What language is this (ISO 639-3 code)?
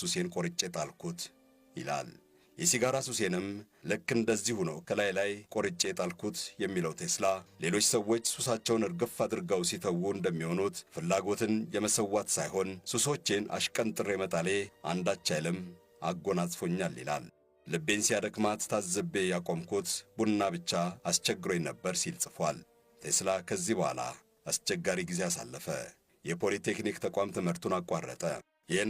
amh